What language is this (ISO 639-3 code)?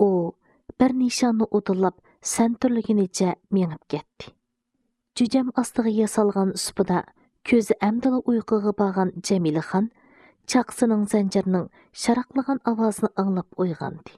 uig